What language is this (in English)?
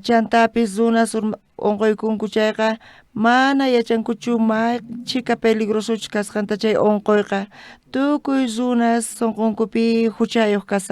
South Bolivian Quechua